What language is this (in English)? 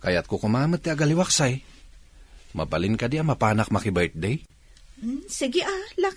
Iloko